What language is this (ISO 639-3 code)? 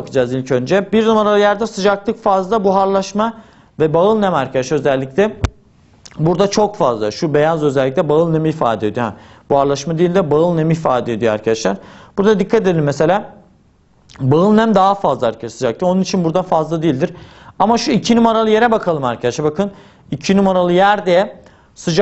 tur